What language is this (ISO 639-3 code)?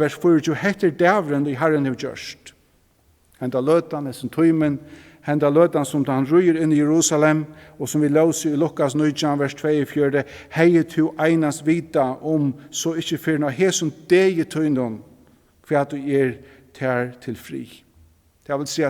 fao